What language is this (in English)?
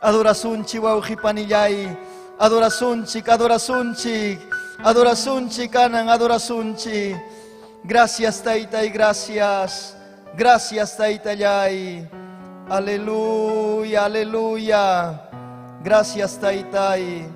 Ayacucho Quechua